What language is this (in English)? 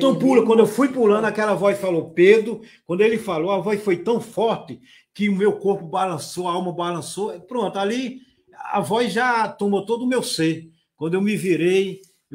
Portuguese